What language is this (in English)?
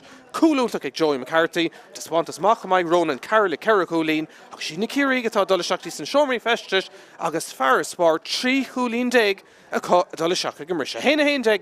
Irish